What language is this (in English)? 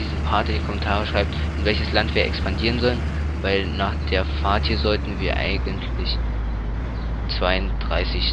German